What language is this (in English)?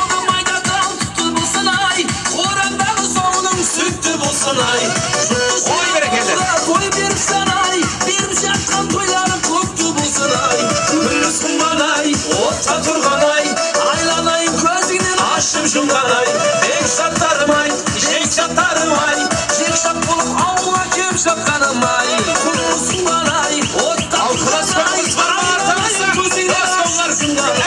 Kara-Kalpak